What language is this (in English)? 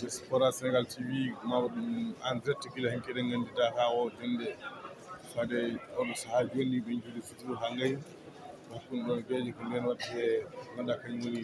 Fula